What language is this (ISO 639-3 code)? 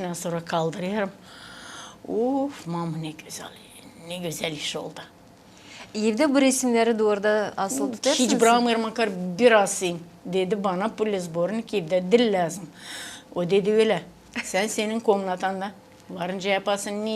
gag